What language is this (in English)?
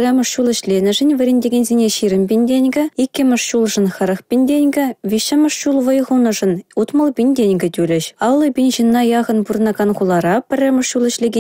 Chuvash